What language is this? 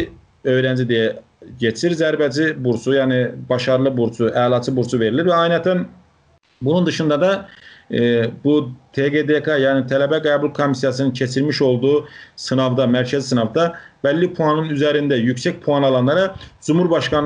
South Azerbaijani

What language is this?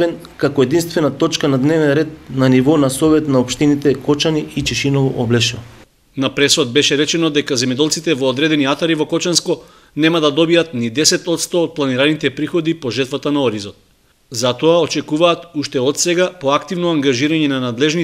Macedonian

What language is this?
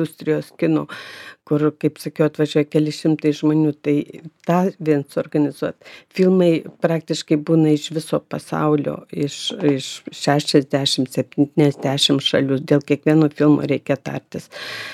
Lithuanian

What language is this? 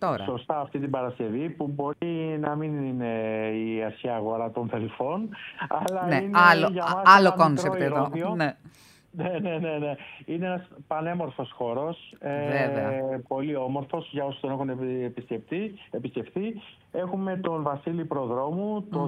Greek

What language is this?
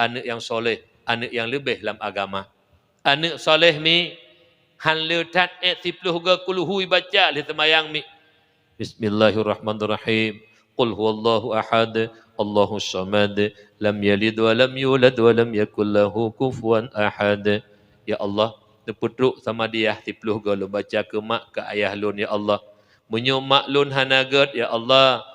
Achinese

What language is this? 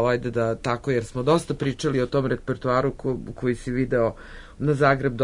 Serbian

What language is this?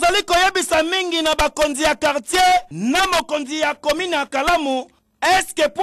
Lingala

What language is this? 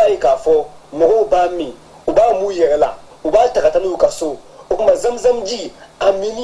Bambara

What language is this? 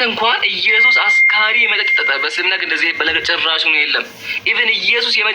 Amharic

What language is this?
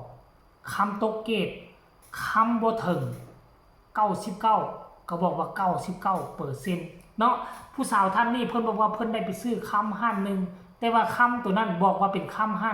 Northeastern Thai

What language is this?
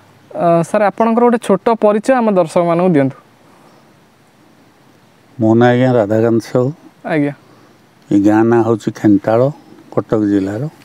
Odia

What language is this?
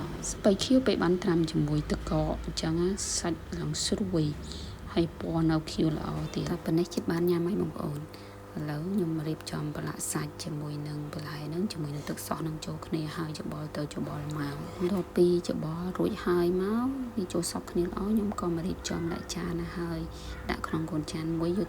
Khmer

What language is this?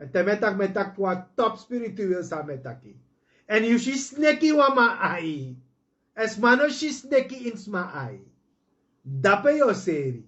Sranan Tongo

